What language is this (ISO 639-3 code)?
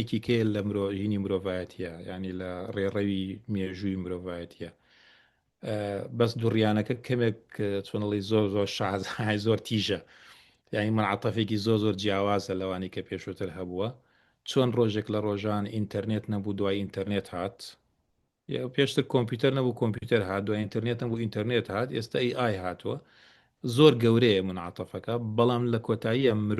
ckb